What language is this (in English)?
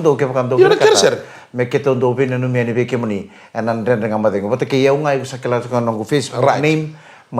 Fijian